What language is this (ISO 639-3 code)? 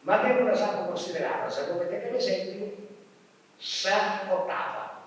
srd